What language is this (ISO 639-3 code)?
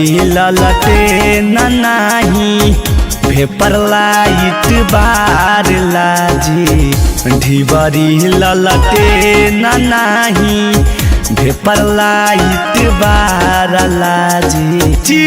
mag